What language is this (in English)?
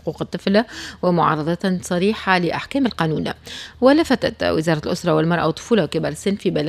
Tunisian Arabic